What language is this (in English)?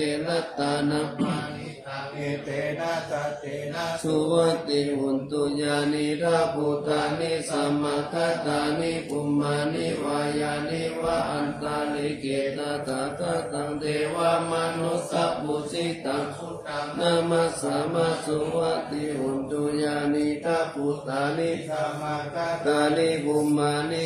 Pali